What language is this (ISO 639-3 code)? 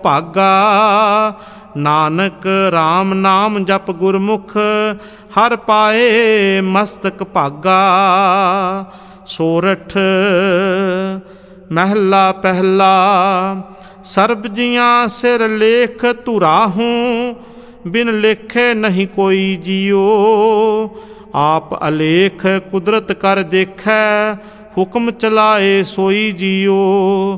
pan